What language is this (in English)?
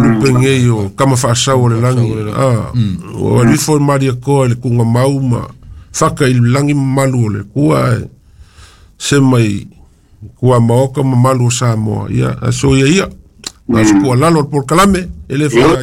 Samoan